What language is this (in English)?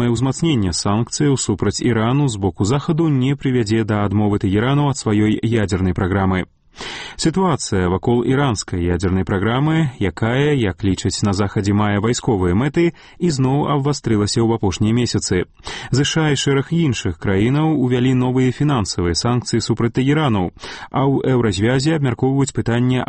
Belarusian